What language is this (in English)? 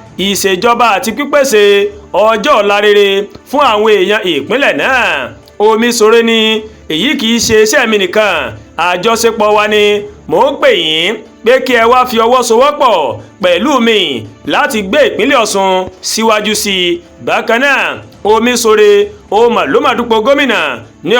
Yoruba